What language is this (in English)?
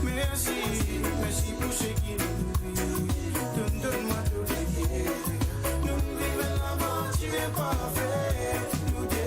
Morisyen